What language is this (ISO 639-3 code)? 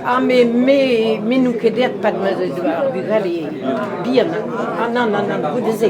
bre